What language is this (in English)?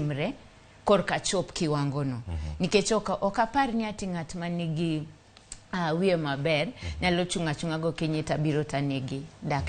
Luo (Kenya and Tanzania)